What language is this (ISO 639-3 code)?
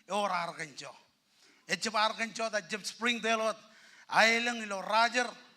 mah